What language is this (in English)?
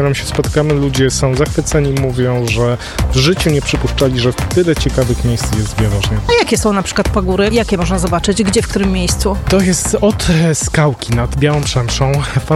Polish